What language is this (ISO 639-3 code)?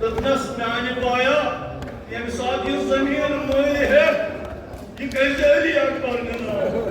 kas